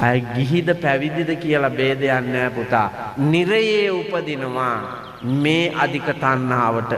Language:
Sinhala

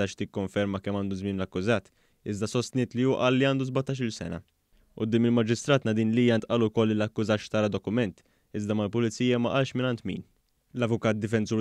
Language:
Maltese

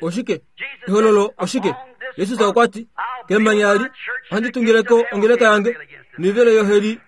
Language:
Kuanyama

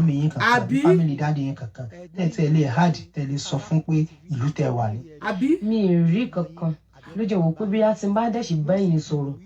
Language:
Yoruba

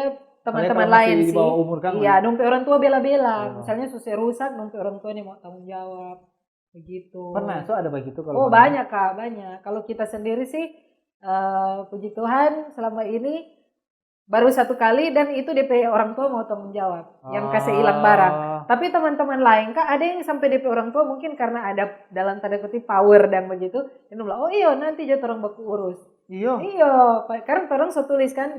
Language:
Manado Malay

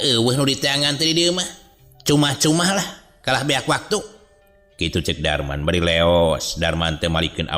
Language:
Sundanese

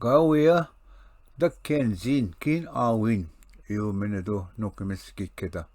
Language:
Ojibwa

